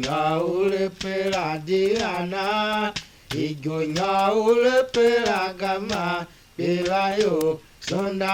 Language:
Tiv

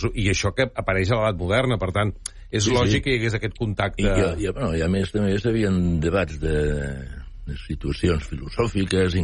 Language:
Catalan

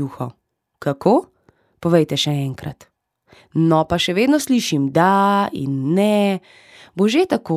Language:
Slovenian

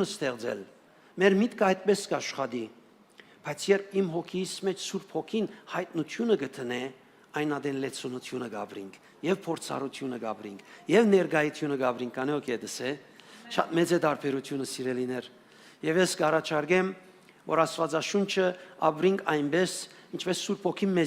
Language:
Western Armenian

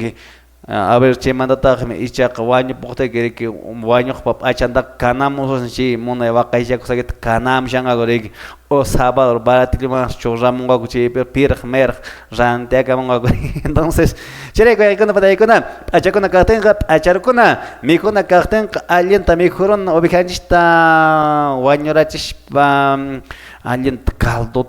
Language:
Quechua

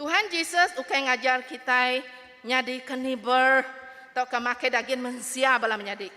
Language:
Iban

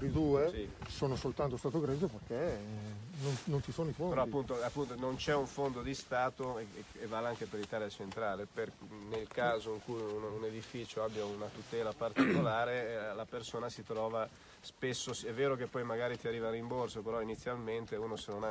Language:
Italian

